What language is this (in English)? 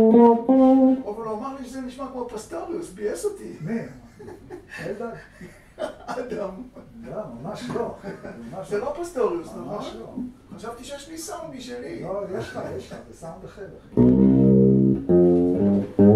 Hebrew